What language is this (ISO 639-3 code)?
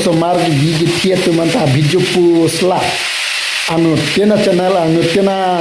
mjw